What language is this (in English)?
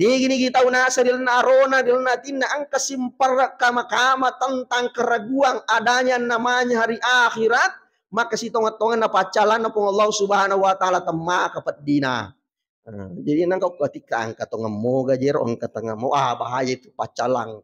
Buginese